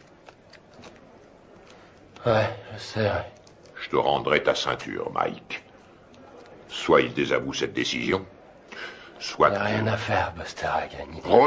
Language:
French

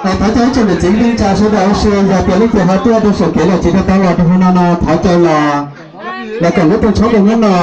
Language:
Hmong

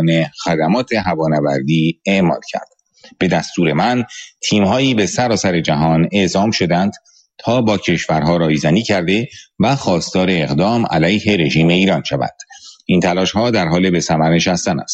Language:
Persian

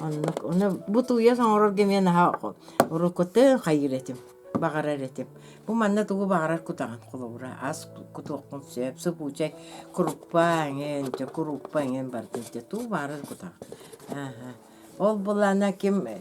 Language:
Yakut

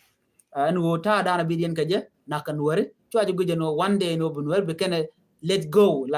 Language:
Nuer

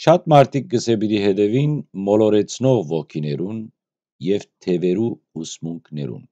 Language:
Western Armenian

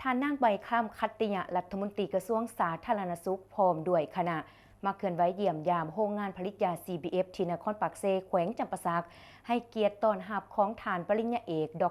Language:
Lao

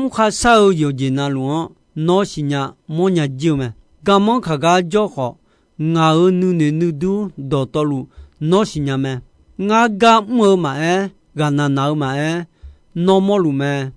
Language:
Akha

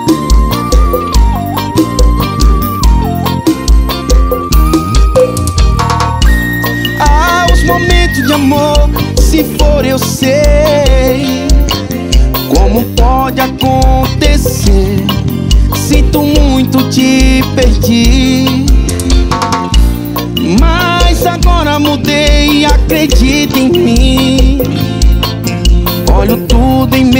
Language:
Portuguese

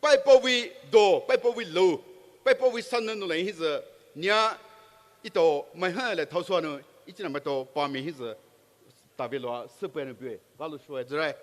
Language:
Poumei Naga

